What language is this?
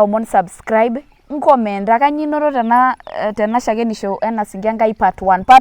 Masai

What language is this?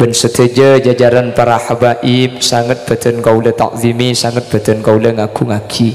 Madurese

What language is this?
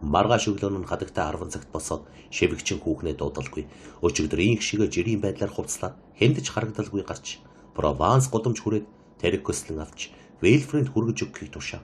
Mongolian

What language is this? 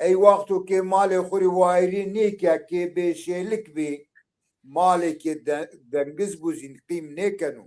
Zaza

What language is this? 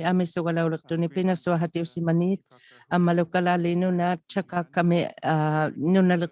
Inuktitut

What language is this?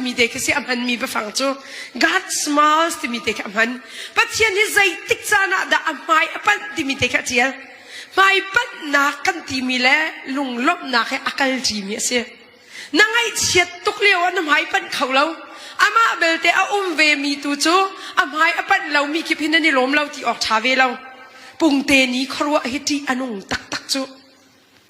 Hakha Chin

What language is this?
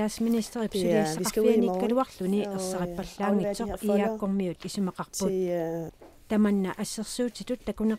Kalaallisut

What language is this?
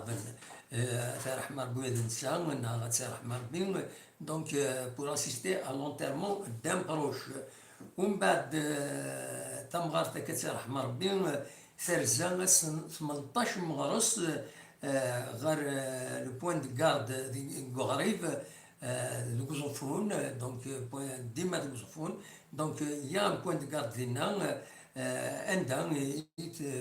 Kabyle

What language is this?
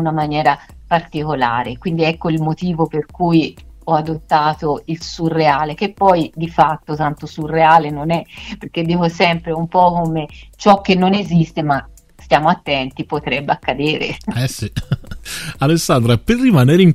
Italian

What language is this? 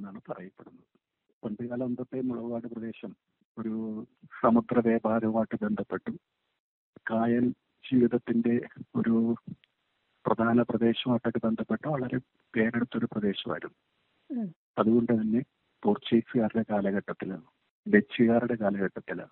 Malayalam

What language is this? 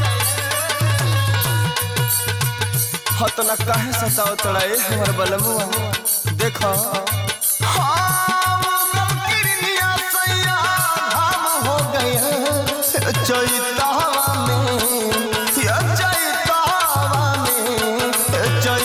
Bhojpuri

